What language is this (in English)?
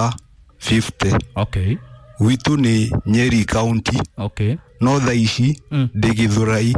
Kikuyu